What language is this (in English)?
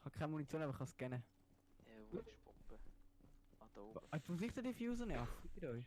Swiss German